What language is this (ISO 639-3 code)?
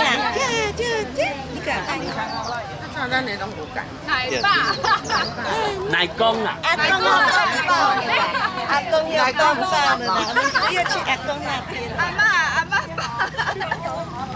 zho